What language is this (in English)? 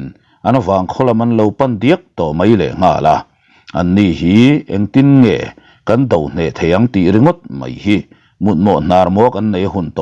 Mizo